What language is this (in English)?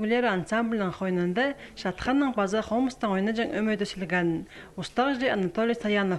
Khakas